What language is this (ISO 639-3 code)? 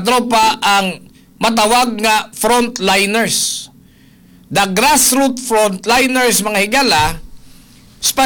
ceb